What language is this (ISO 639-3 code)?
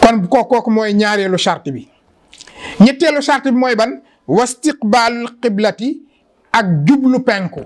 wol